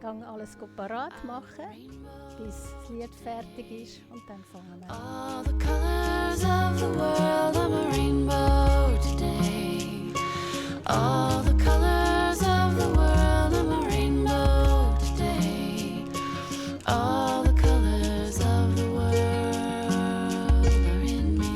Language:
Swiss German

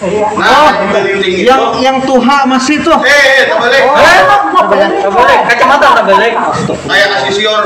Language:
Banjar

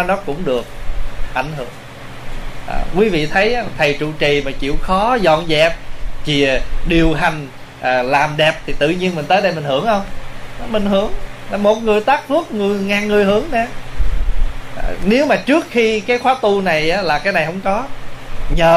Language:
Vietnamese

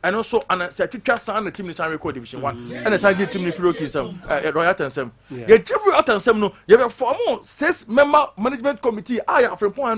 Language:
Akan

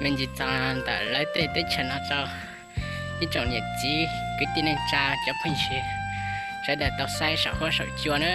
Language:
Hmong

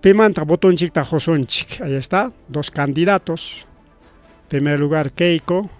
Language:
Ayacucho Quechua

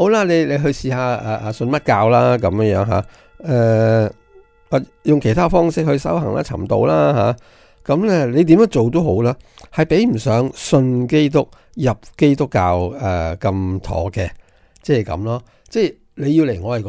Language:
Cantonese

